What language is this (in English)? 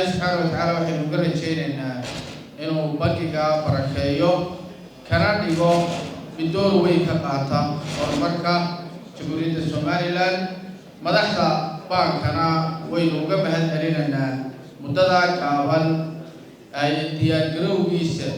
Somali